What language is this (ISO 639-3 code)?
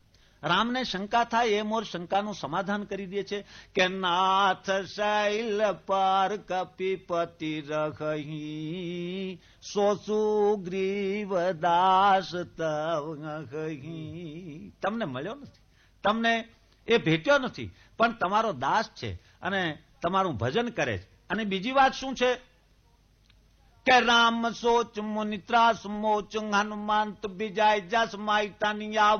guj